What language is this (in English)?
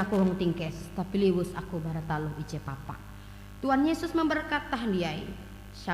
Ngaju